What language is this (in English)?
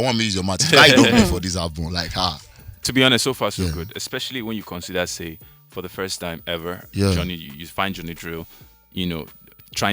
Nigerian Pidgin